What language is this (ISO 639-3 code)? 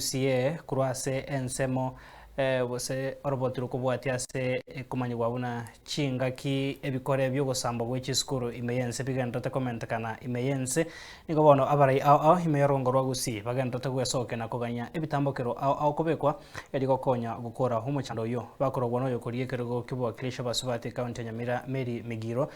guz